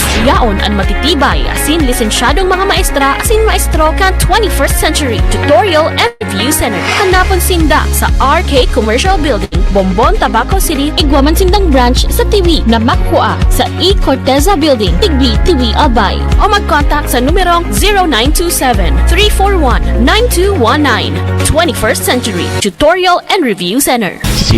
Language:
Bikol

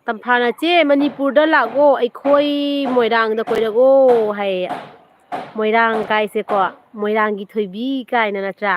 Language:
Manipuri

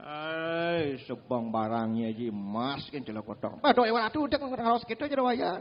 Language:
Balinese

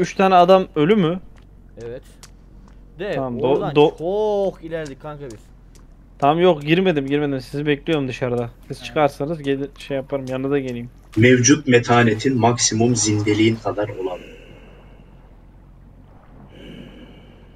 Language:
Turkish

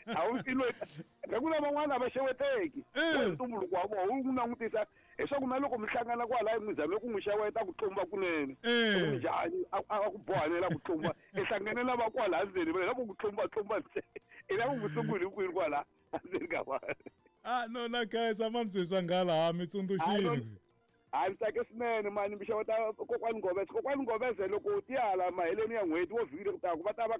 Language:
Tsonga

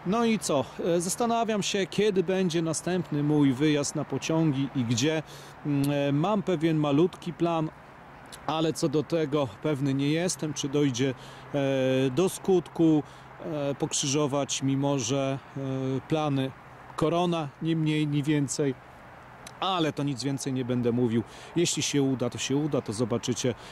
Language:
Polish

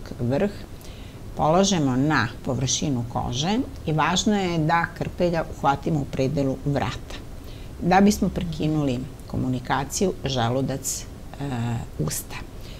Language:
Serbian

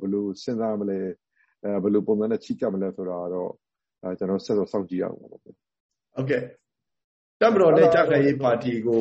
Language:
Burmese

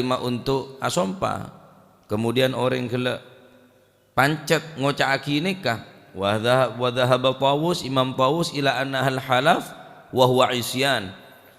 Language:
Madurese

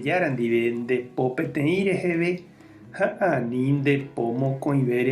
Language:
Guarani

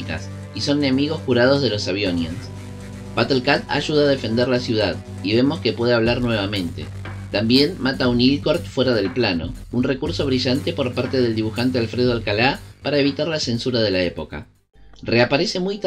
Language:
Spanish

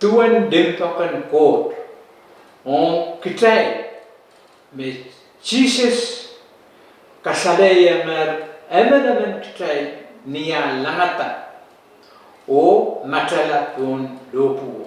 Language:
Pohnpeian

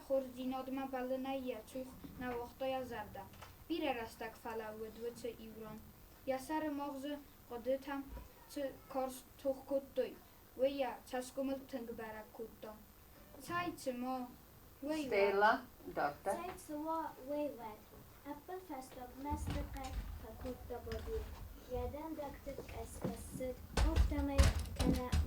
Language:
Ossetic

